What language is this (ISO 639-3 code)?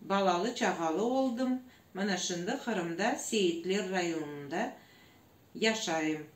crh